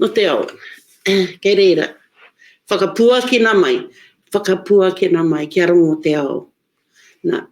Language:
Māori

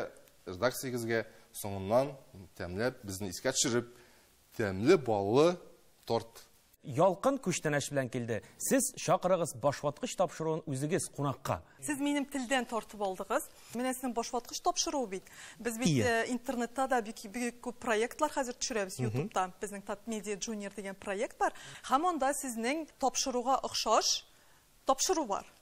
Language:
Tatar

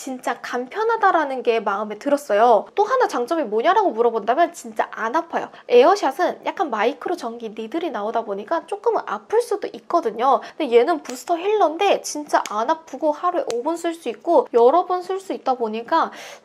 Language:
Korean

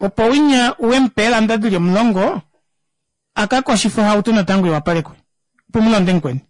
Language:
Kuanyama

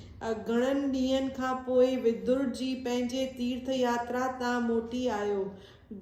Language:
Sindhi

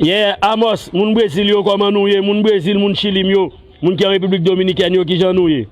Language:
Haitian Creole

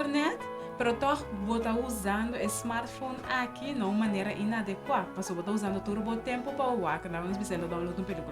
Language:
Papiamento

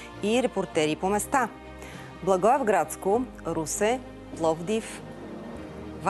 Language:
Bulgarian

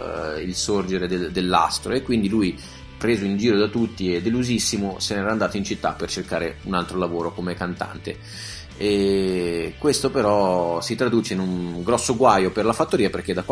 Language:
Italian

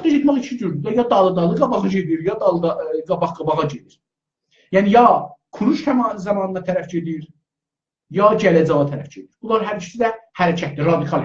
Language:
South Azerbaijani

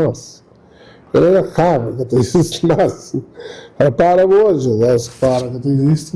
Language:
Kabuverdianu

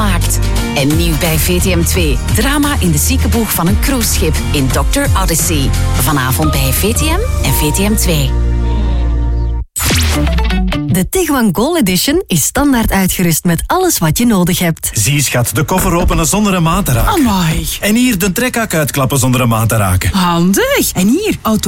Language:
Dutch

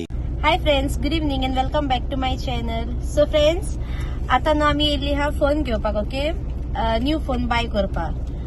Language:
Konkani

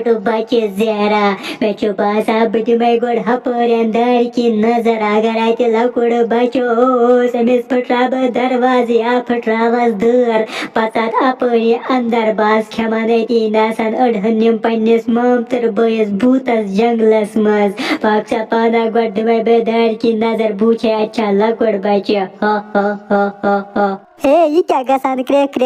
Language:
Kashmiri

